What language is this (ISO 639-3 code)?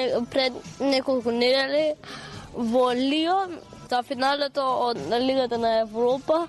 mkd